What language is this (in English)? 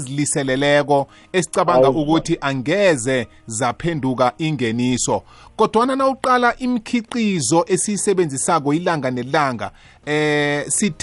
South Ndebele